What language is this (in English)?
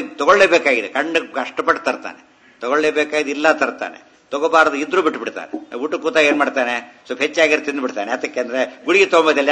Kannada